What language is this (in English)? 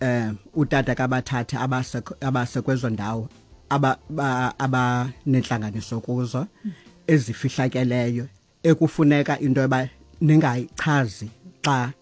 Xhosa